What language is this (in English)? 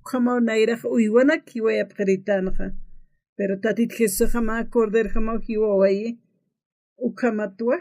Aymara